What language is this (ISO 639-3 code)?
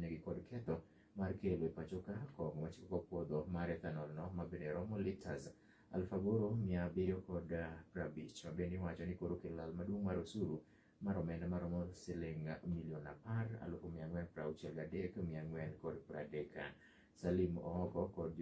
luo